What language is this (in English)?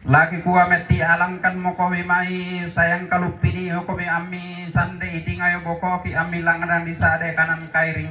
Toraja-Sa'dan